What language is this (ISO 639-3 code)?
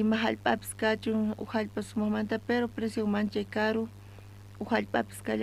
quh